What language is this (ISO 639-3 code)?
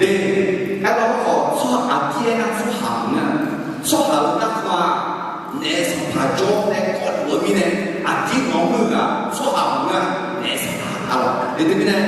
ahk